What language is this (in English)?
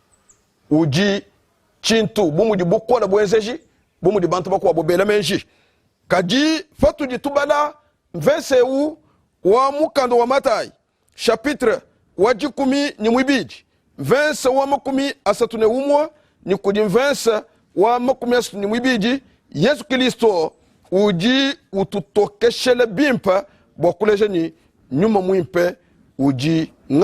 Luba-Lulua